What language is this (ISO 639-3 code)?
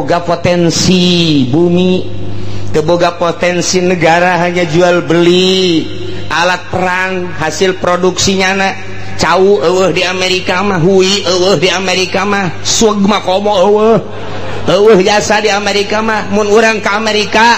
sun